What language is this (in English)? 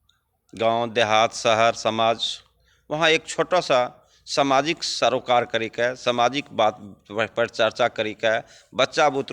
Angika